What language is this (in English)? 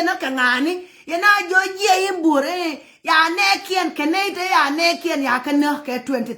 Nuer